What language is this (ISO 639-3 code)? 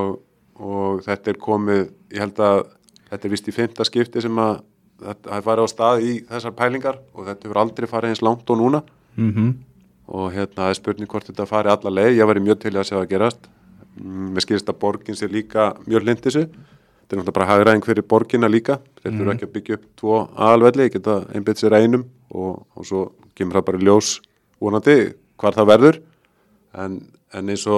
isl